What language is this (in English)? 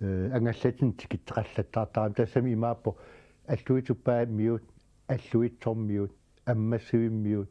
Kalaallisut